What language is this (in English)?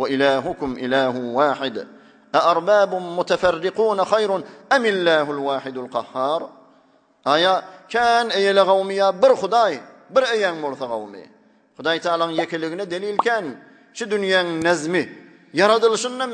Turkmen